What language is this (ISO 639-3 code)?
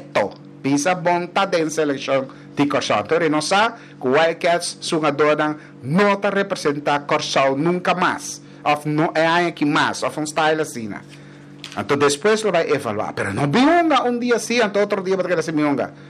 pap